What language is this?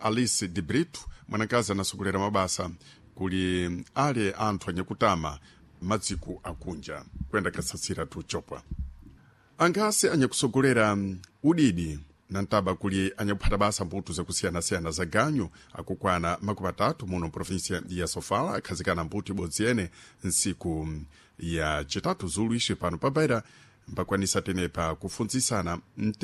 Sena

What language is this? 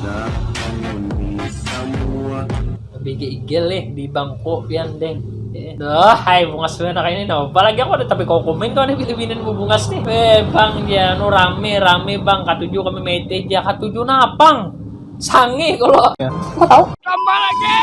Banjar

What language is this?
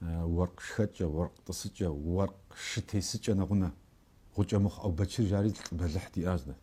Kabardian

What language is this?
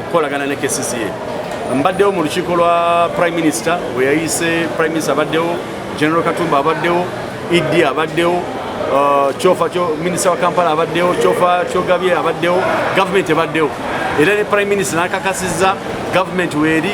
Ganda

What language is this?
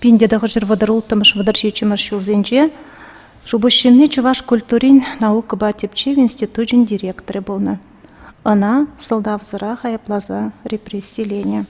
Chuvash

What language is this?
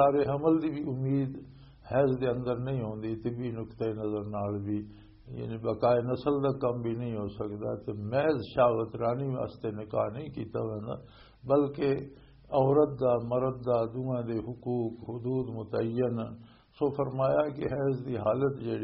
Western Panjabi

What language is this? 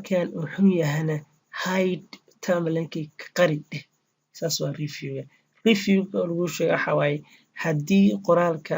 Somali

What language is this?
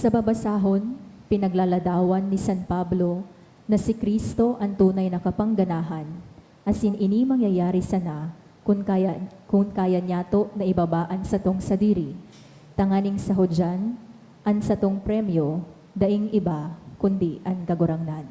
Bikol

